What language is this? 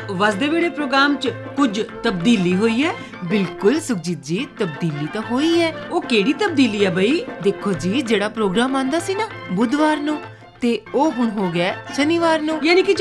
Punjabi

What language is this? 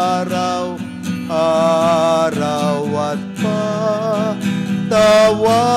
Filipino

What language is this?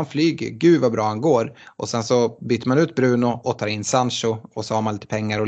Swedish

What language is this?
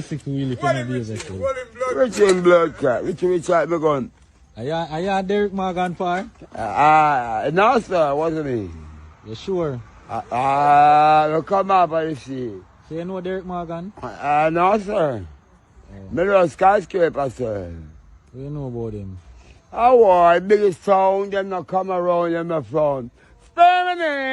Jamaican Creole English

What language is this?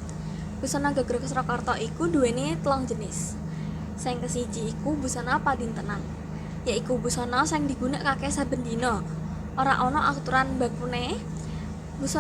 Javanese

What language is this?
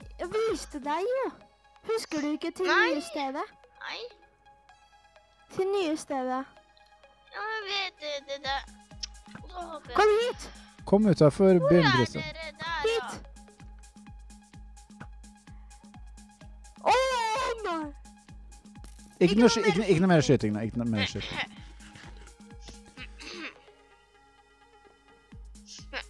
Norwegian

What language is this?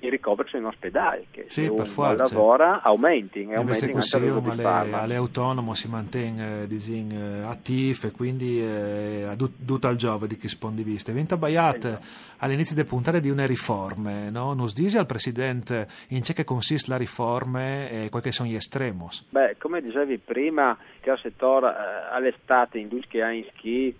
Friulian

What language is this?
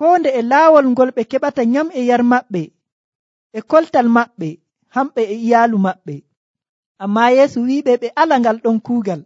Nigerian Fulfulde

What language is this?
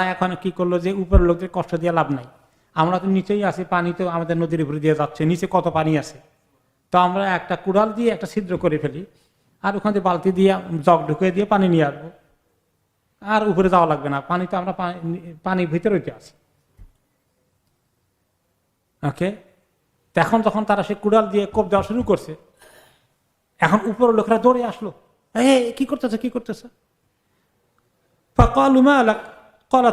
Bangla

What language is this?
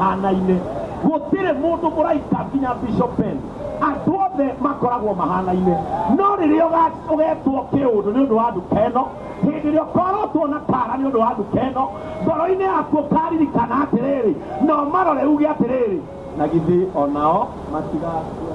Kikuyu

